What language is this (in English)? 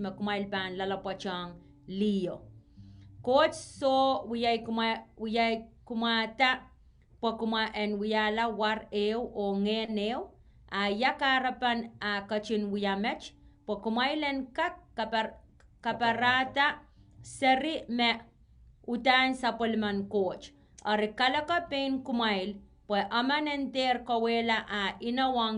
Pohnpeian